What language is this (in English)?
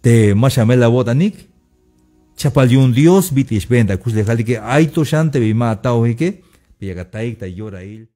Tzeltal